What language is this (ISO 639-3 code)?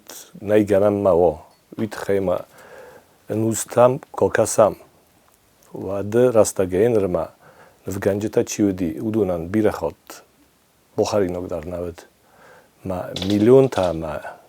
oss